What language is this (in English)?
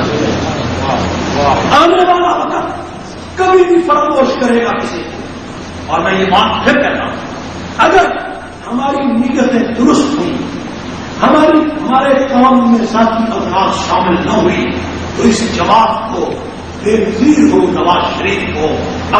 Urdu